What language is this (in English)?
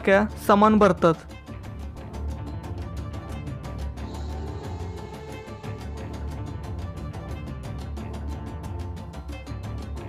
Marathi